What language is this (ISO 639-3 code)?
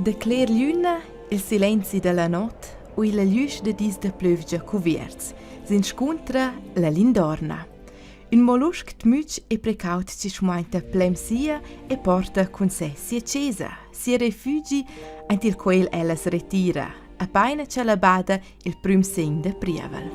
roh